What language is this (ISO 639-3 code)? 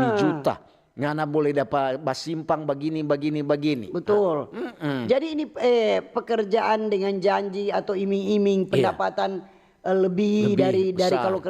xmm